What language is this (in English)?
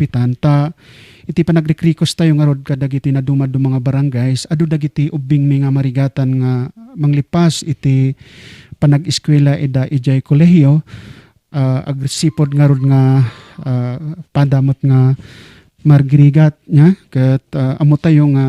Iloko